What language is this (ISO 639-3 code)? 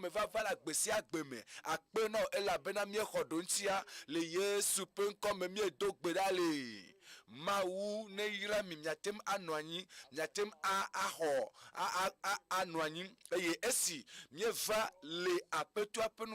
ewe